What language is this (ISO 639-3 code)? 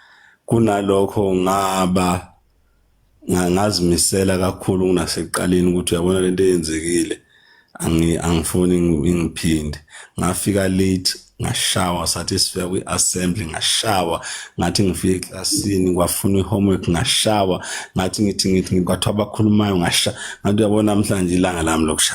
zul